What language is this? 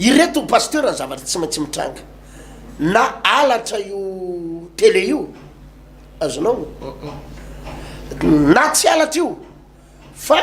Malagasy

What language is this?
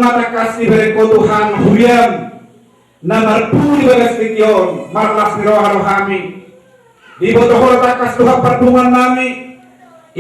Batak Toba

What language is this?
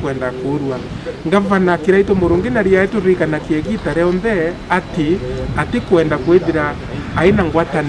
Meru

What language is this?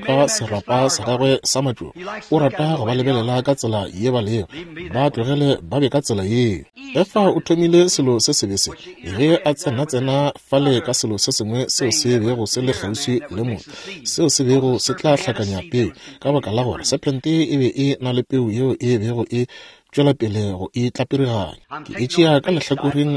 Northern Sotho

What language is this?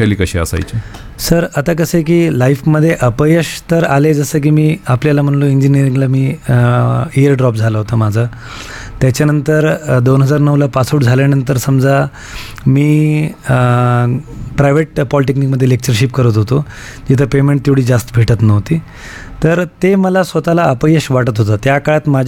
Marathi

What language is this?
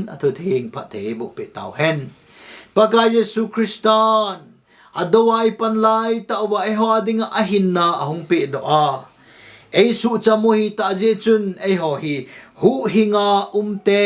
Thado Chin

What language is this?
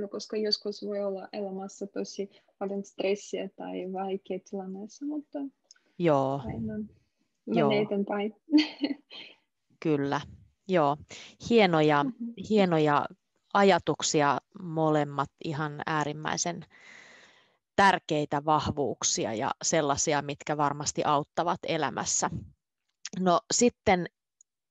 Finnish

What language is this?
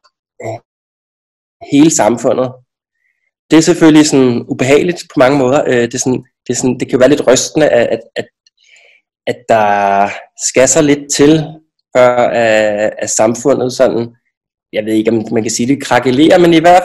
Danish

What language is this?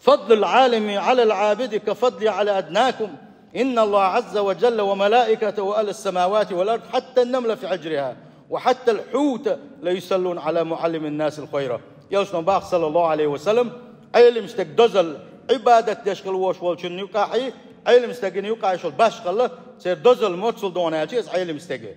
Chechen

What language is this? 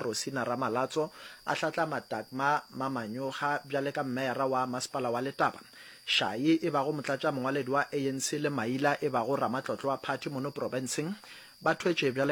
Northern Sotho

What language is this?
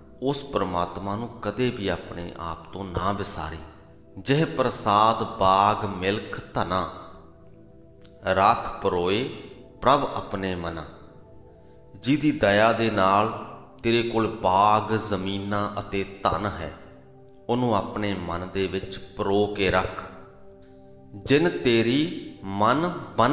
Punjabi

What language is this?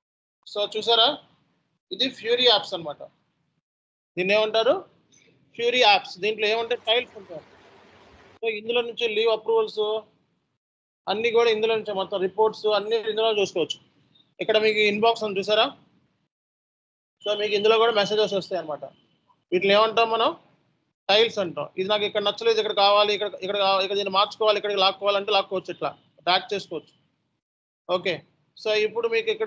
Telugu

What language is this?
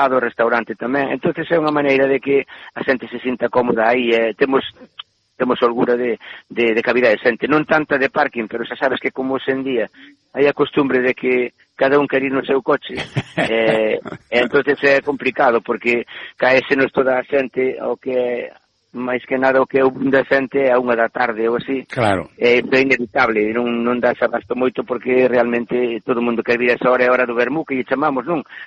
Galician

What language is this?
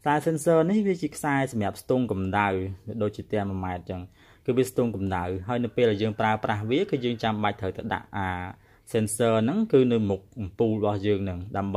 Khmer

